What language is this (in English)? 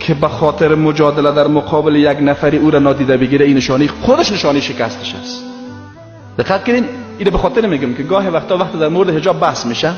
Persian